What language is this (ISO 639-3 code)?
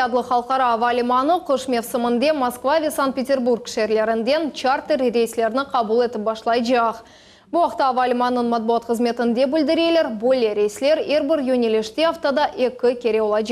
crh